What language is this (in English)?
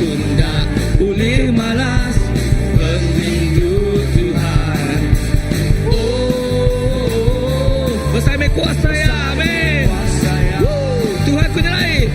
Iban